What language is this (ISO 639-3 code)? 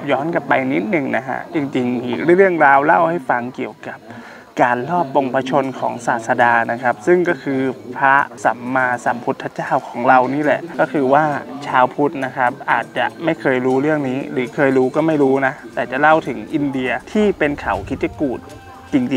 tha